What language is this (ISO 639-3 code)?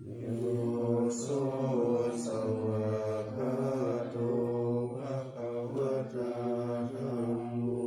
pli